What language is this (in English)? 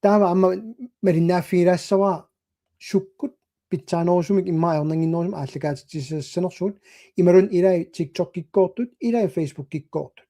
Kalaallisut